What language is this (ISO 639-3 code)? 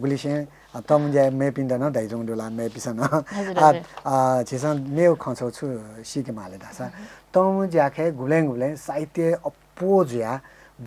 new